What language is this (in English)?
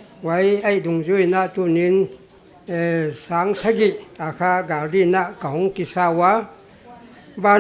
Paite Chin